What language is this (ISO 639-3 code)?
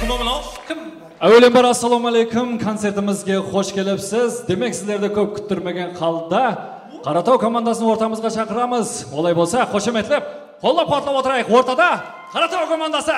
kaa